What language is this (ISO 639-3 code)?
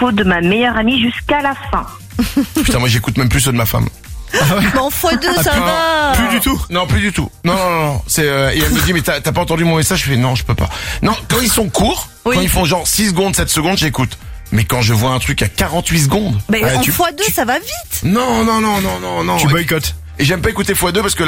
fra